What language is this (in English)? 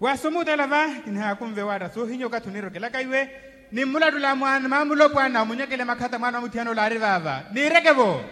Makhuwa